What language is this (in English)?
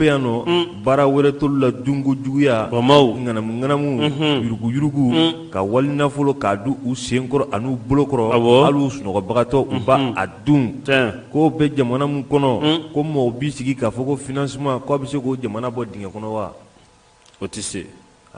Bambara